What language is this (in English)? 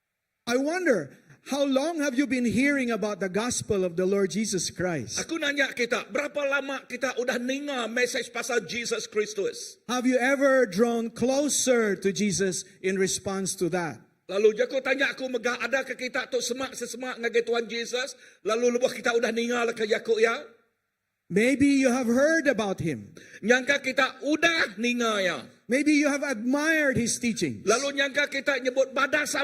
Iban